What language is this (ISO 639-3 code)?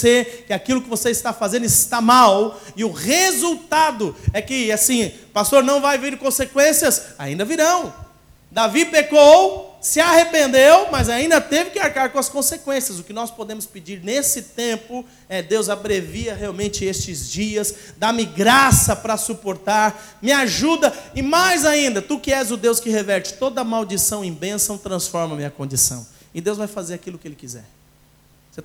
por